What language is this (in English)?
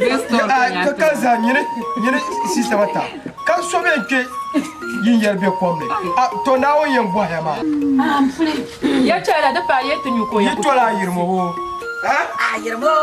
Dagbani